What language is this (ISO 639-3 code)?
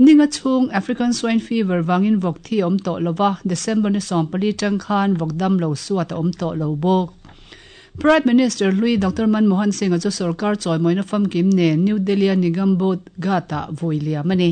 lus